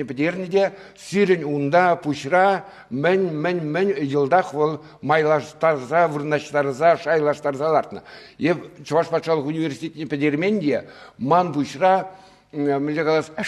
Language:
Chuvash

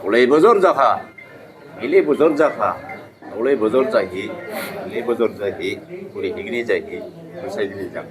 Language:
Dimasa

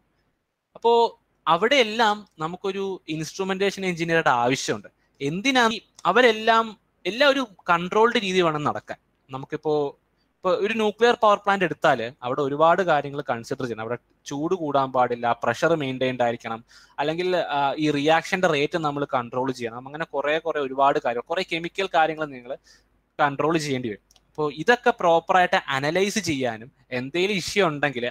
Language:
Malayalam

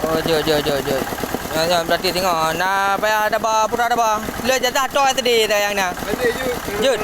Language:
Achinese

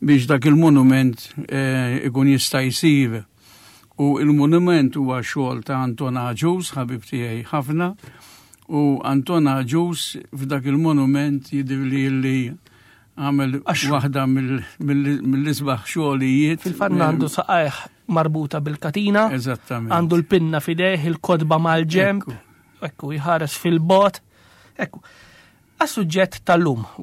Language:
Maltese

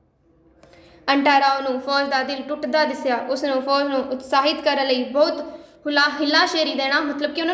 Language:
Punjabi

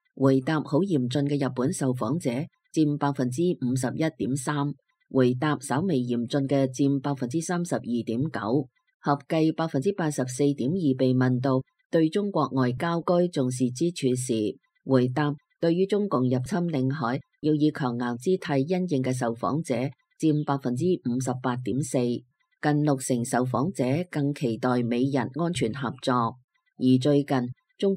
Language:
Cantonese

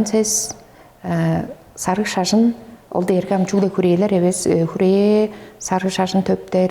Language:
Tuvinian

